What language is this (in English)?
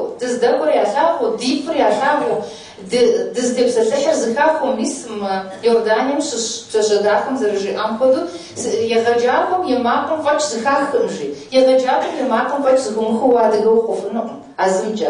Kabardian